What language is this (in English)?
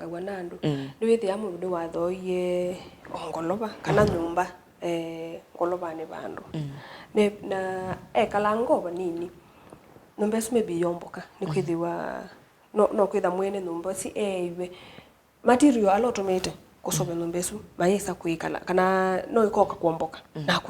Kamba